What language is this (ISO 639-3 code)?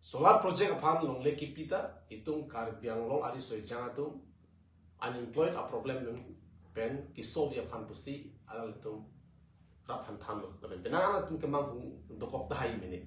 mjw